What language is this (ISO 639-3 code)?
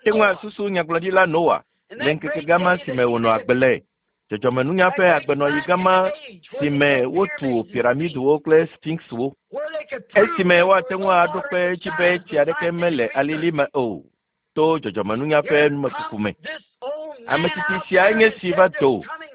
ewe